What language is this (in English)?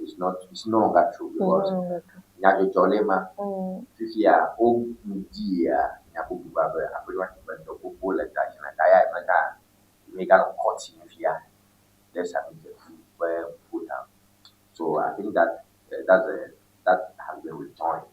Ewe